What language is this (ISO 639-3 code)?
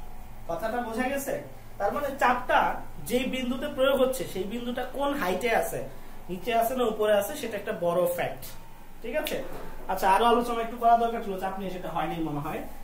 ben